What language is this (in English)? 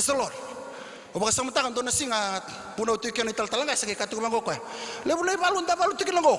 Fijian